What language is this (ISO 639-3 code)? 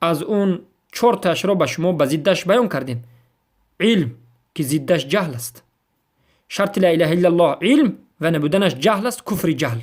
fas